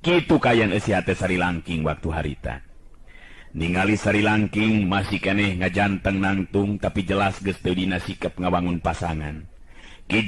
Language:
Sundanese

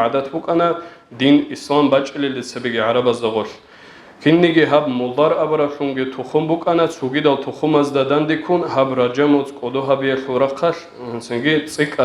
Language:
Avaric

